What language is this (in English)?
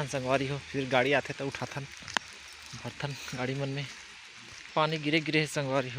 Chhattisgarhi